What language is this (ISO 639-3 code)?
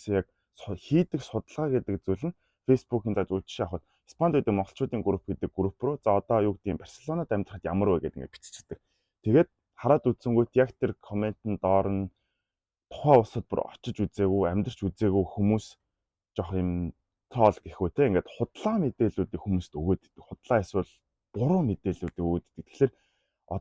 mon